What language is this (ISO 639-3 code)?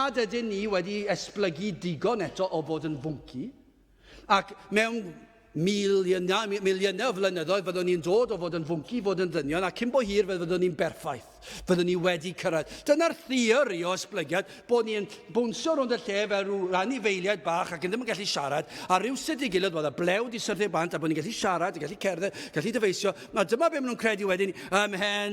cym